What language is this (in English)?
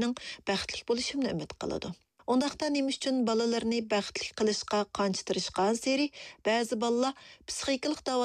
Uyghur